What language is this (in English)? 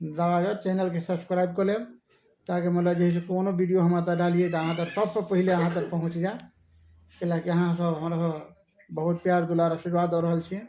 Maithili